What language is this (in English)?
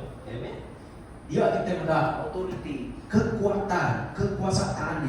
Iban